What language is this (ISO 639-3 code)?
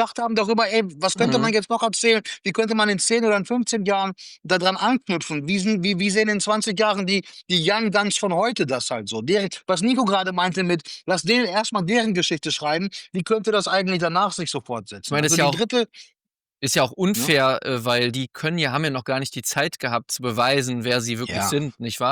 deu